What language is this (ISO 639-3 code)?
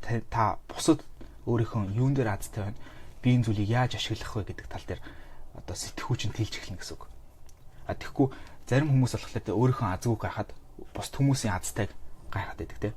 mon